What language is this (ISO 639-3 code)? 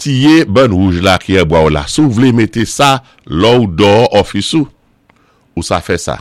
acf